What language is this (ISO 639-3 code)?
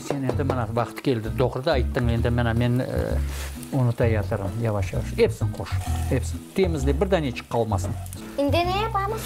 crh